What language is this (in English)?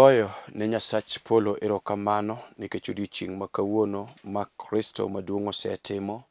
Luo (Kenya and Tanzania)